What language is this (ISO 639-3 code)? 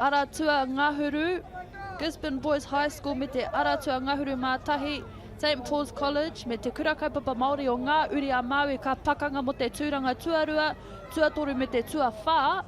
mri